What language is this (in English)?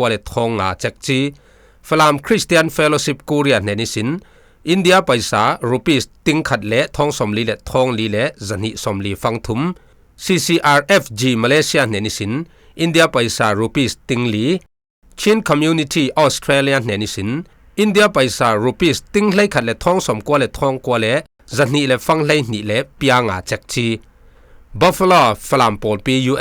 Falam Chin